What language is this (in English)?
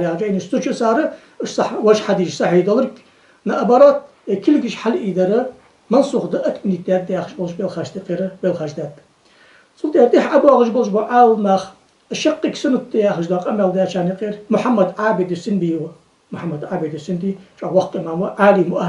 Ingush